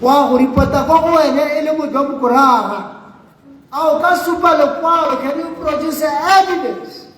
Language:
Tswana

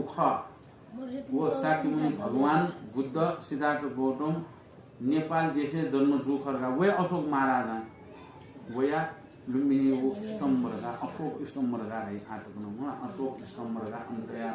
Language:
Newari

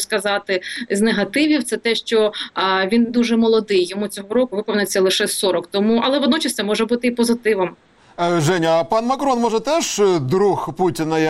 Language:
Ukrainian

